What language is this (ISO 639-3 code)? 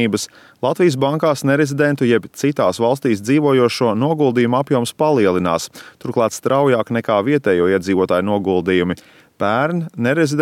lav